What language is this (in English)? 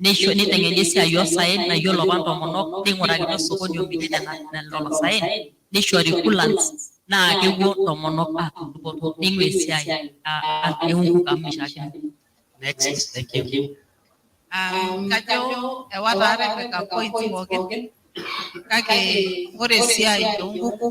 Masai